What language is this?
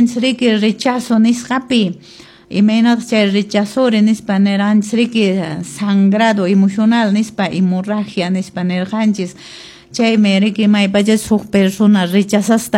Quechua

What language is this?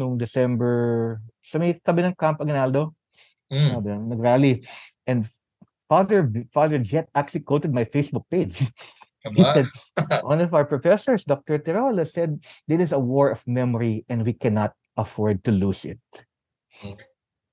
Filipino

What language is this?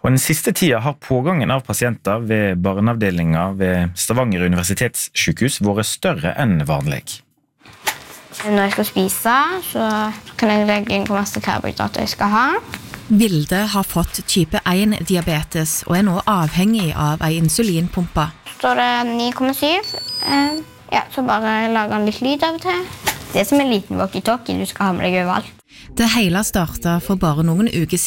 Norwegian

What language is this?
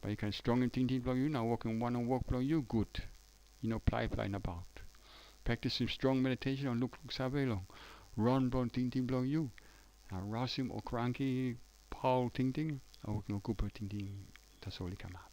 Tok Pisin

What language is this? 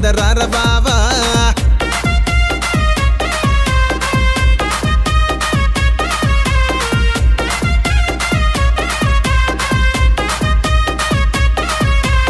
Telugu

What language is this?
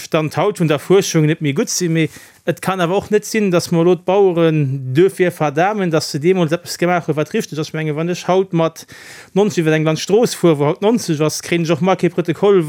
Luxembourgish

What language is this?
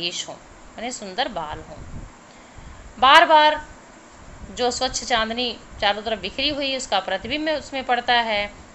Hindi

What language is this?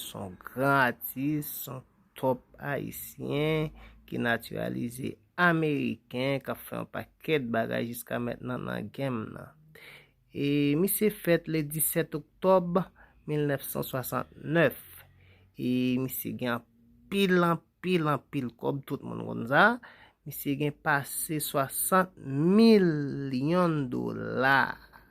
Haitian Creole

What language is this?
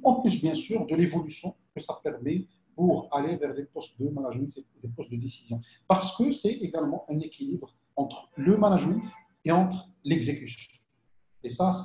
French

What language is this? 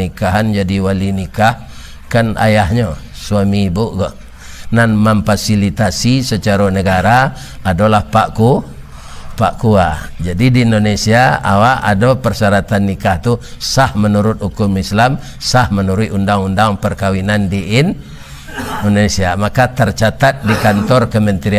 Minangkabau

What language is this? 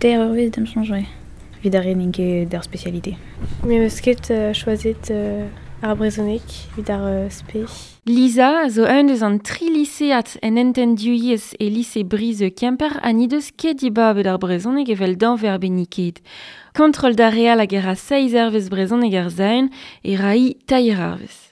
Breton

